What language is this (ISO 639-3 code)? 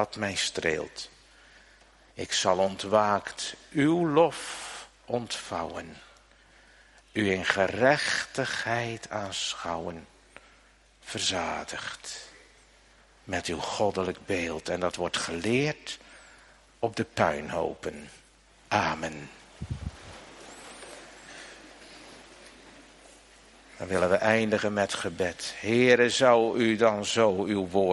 nld